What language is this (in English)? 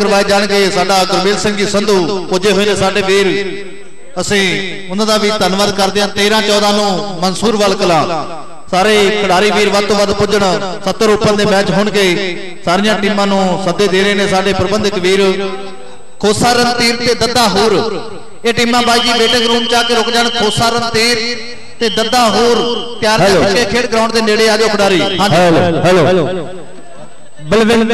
Punjabi